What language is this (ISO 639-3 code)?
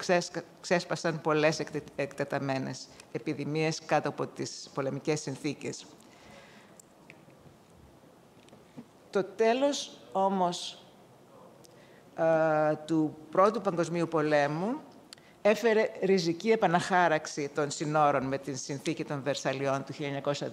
ell